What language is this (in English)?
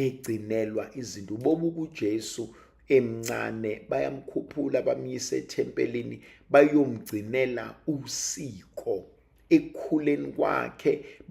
Zulu